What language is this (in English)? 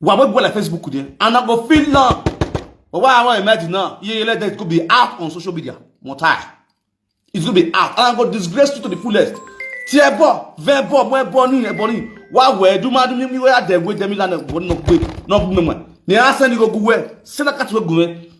Nigerian Pidgin